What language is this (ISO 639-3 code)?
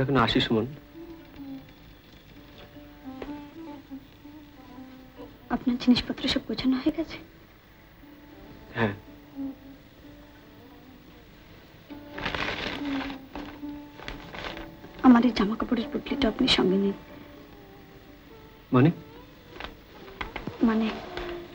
ben